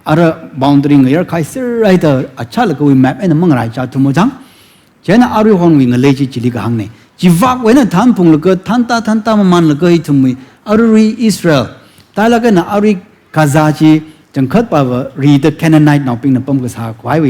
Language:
Tangkhul Naga (India)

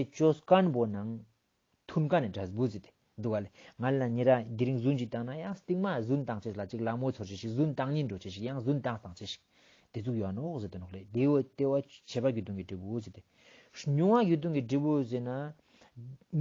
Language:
Ladakhi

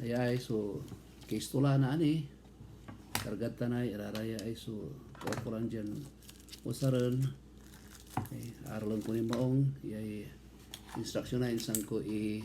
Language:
Pangasinan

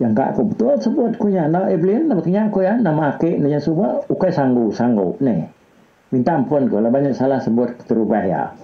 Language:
Iban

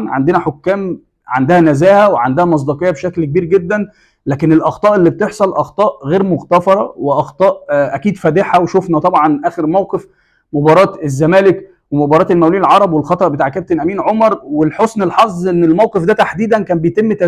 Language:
Egyptian Arabic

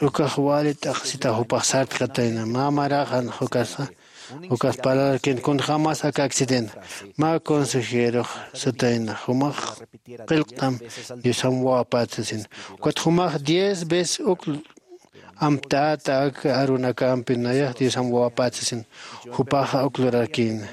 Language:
Aymara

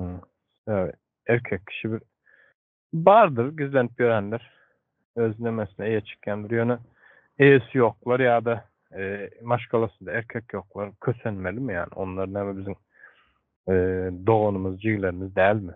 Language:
Turkmen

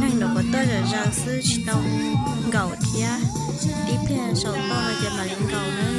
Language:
Hmong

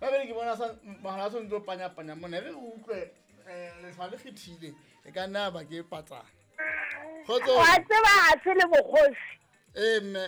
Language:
Southern Sotho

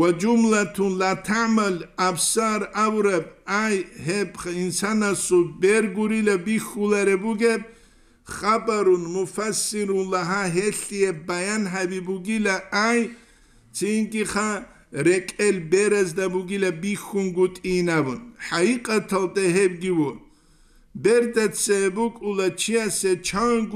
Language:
Avaric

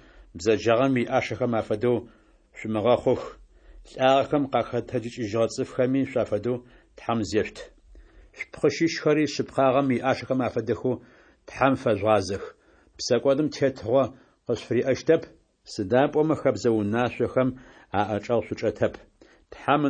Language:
Adyghe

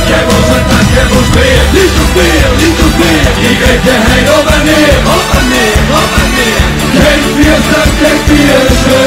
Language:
Limburgish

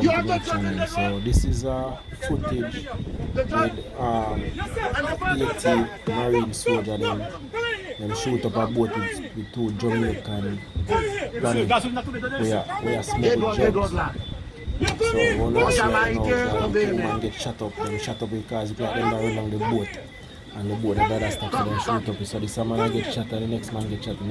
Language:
Jamaican Creole English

